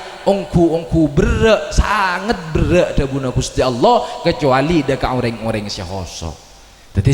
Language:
Madurese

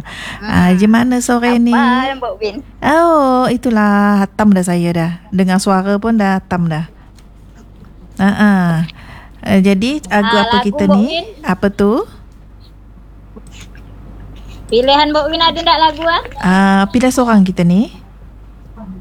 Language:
Indonesian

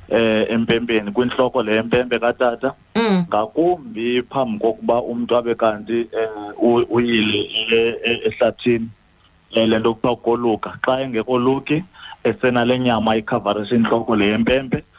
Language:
Xhosa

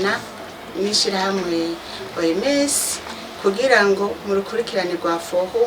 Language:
Rundi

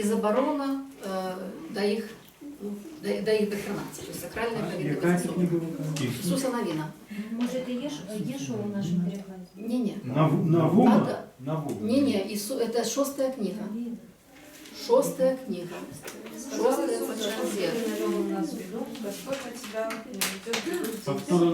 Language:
Belarusian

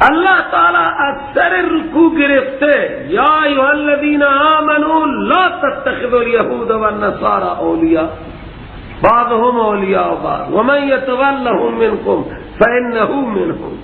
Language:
Persian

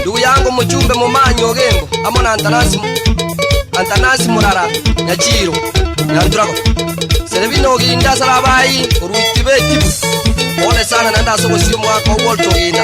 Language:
Gusii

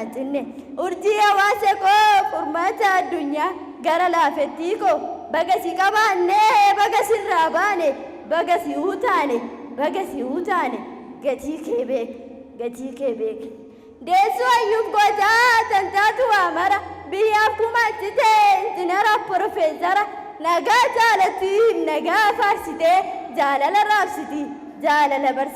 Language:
Oromo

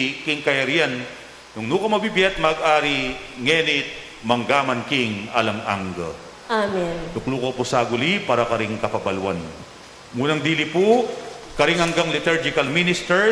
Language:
Pampanga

